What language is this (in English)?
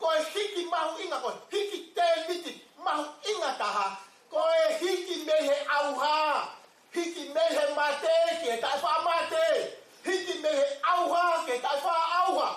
Tongan